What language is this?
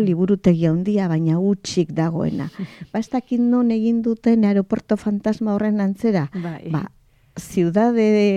Basque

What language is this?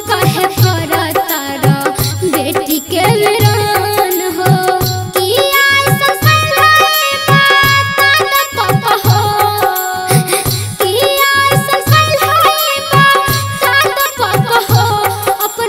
Bhojpuri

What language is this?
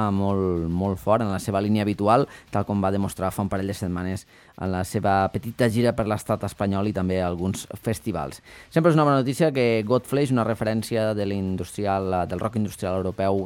Catalan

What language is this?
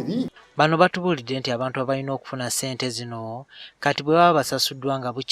Ganda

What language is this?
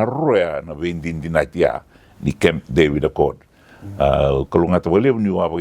Fijian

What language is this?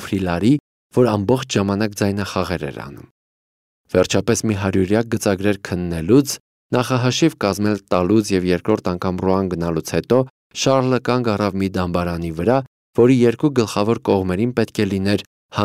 Armenian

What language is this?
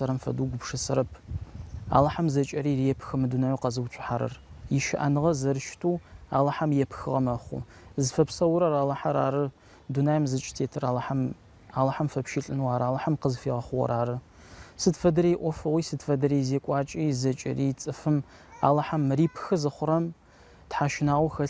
Adyghe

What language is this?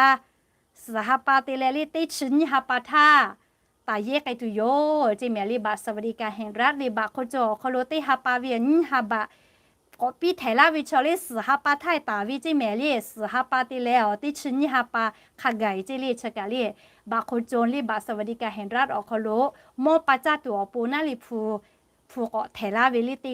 Lahu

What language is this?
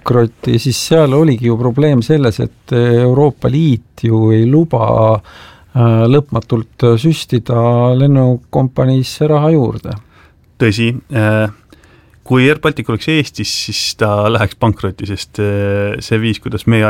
Estonian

